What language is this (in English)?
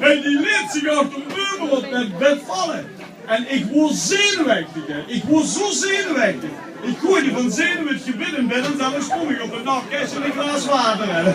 Limburgish